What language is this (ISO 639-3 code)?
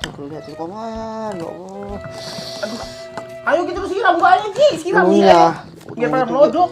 bew